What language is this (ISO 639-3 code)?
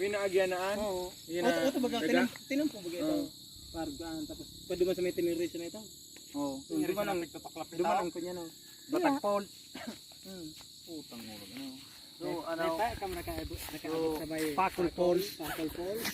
bik